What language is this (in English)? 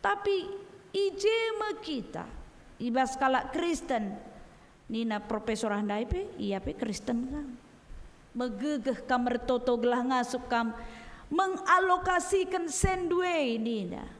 Batak Karo